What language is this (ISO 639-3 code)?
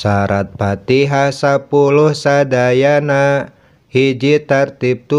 sun